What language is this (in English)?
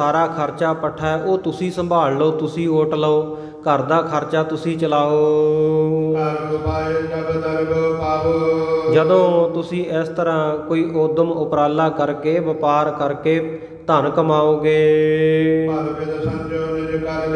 Punjabi